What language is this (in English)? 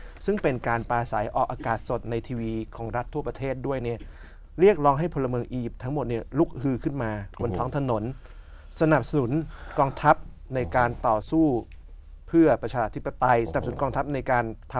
Thai